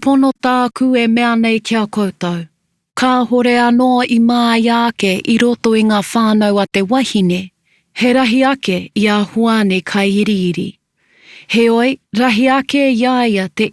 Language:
Māori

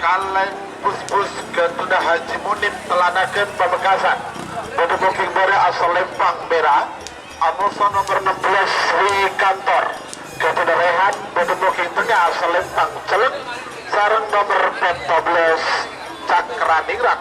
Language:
Madurese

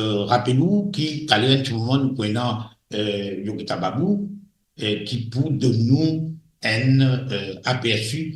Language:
Morisyen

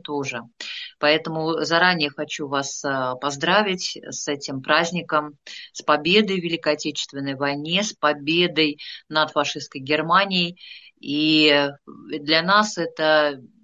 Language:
Russian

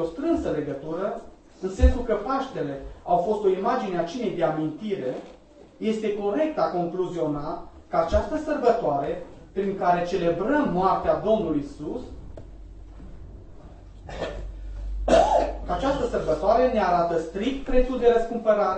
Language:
Romanian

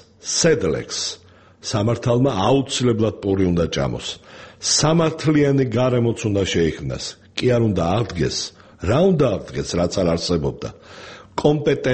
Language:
Georgian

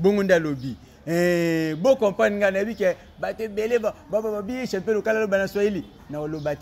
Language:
Lingala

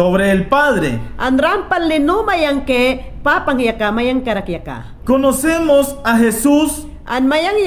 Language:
Mayangna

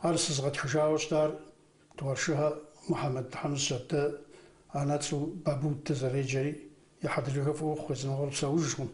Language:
Kabardian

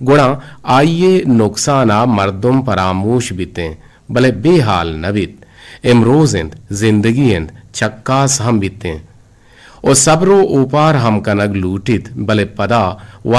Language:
Eastern Balochi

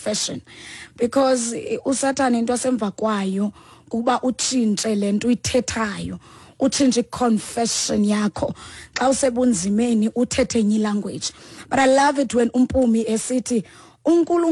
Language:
Xhosa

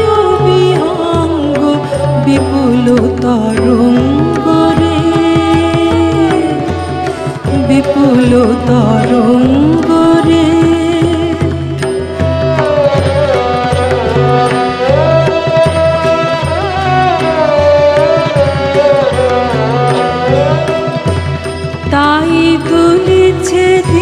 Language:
Bangla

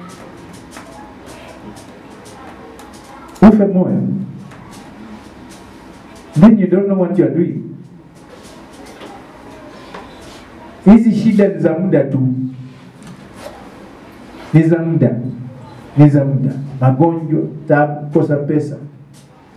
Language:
Swahili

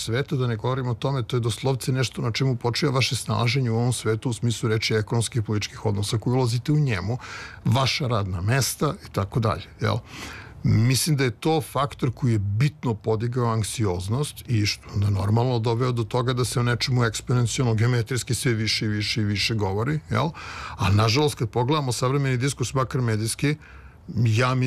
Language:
Serbian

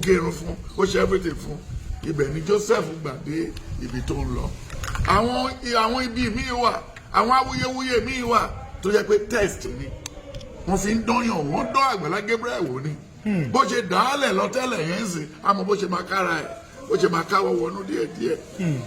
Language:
Yoruba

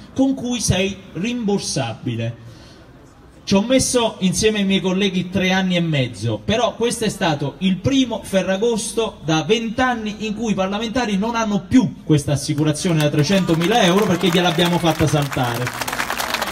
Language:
Italian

